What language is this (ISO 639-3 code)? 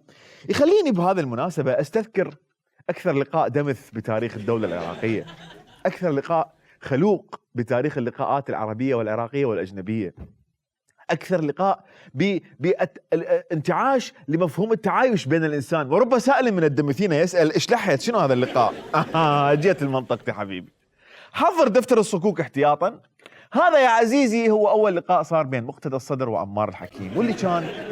acm